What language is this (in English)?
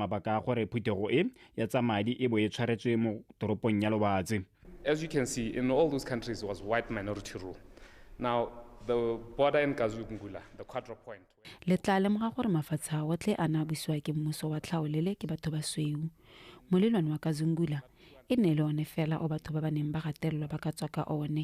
Tswana